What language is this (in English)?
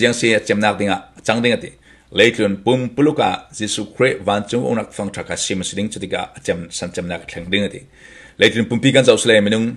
Falam Chin